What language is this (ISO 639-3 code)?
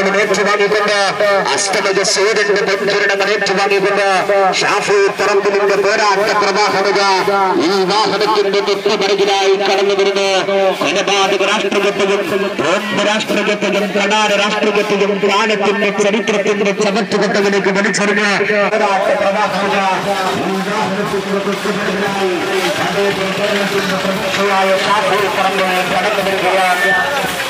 mal